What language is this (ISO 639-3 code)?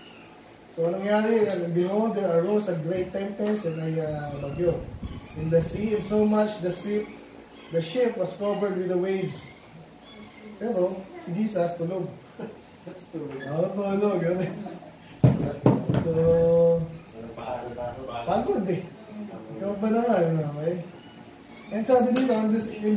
fil